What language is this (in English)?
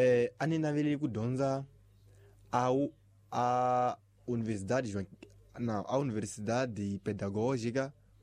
Tsonga